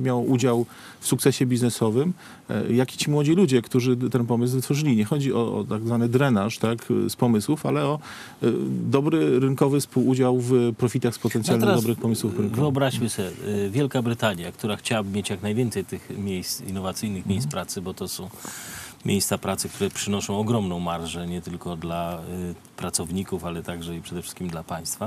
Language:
Polish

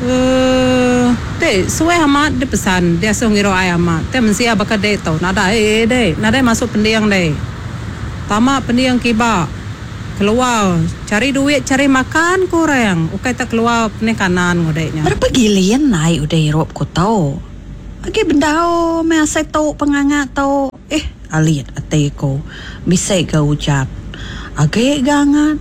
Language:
Iban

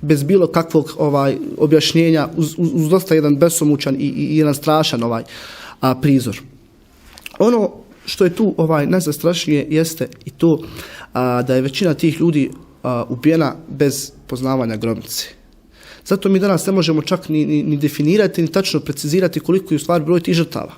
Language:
Bosnian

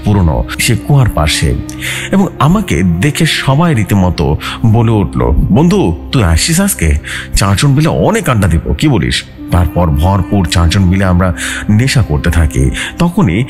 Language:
Bangla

